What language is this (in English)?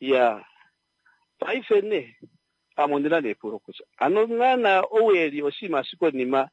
Kuanyama